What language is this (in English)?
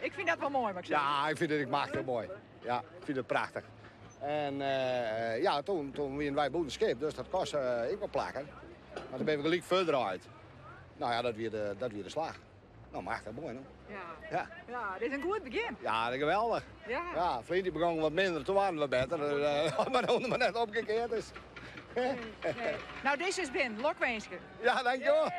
Western Frisian